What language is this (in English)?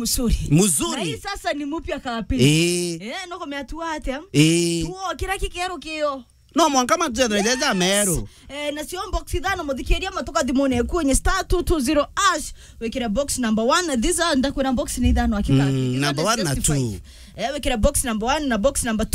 Meru